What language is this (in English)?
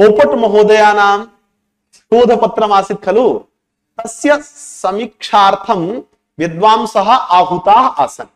Sanskrit